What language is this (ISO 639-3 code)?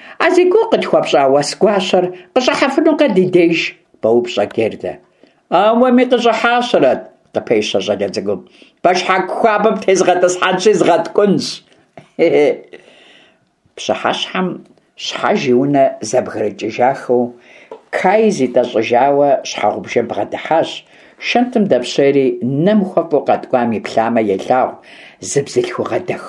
kbd